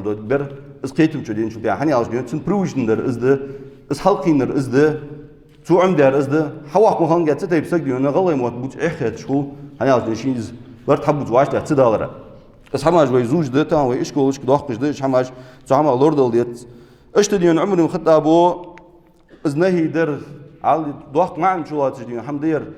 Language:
Ingush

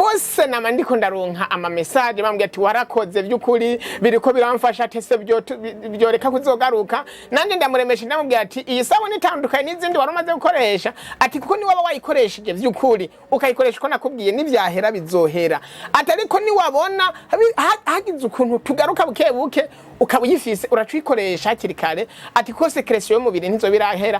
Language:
Rundi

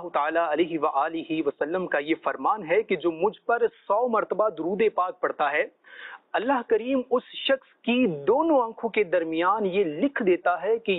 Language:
Urdu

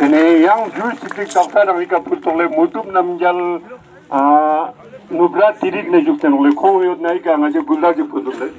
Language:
Ladakhi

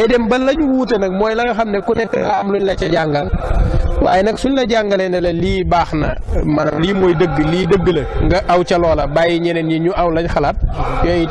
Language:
Wolof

